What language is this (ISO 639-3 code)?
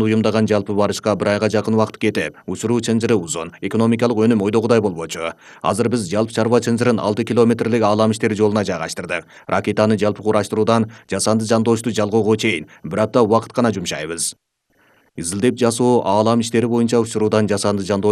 kir